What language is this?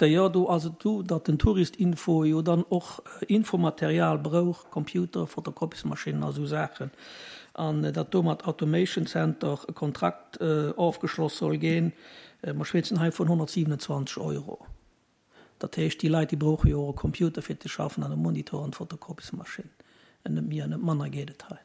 Luxembourgish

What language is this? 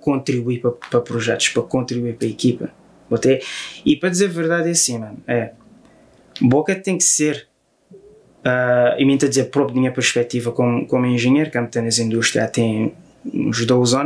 Kabuverdianu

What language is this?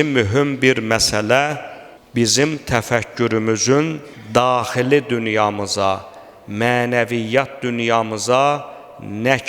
Azerbaijani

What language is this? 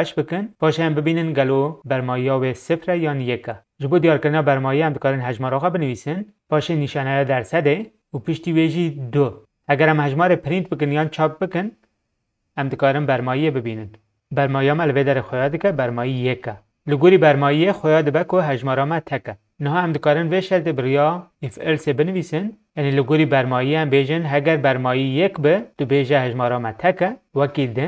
Kurdish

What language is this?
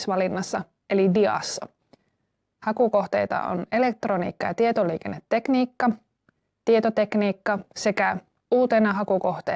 Finnish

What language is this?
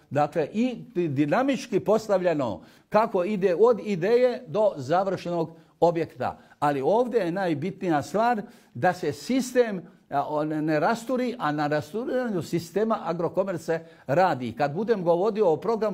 Bosnian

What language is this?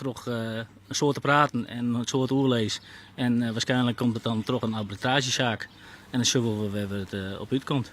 Western Frisian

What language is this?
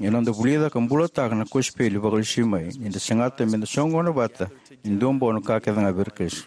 Fijian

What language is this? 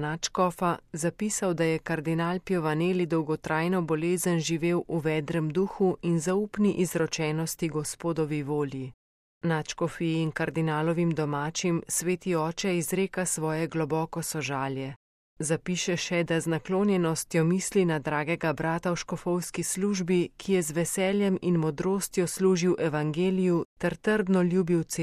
Slovenian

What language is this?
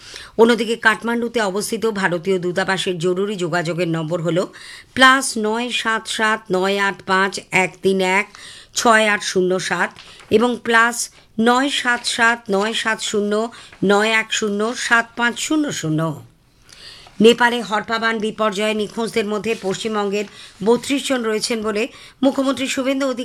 Bangla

